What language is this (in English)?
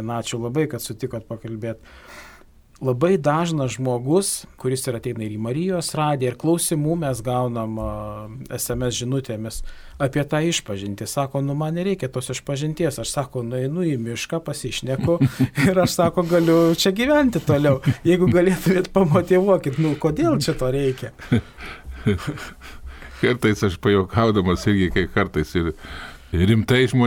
Lithuanian